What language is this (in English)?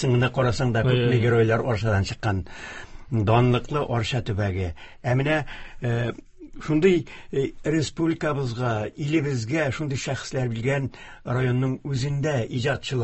Tatar